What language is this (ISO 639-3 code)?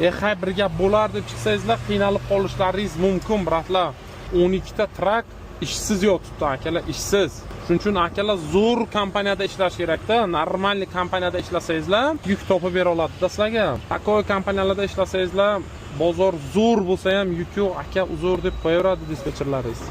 uzb